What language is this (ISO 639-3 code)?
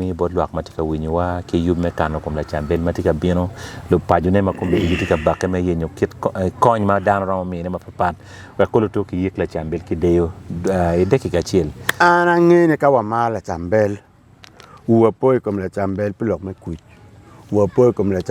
ach